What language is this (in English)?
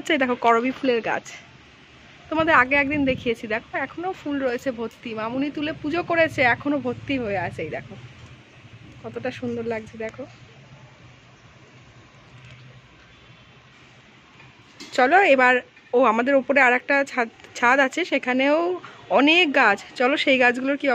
Bangla